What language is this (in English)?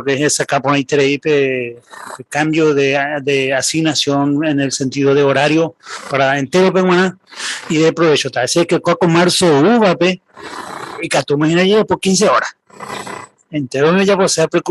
Guarani